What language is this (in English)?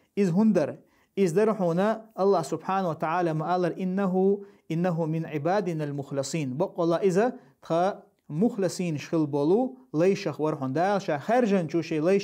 Chechen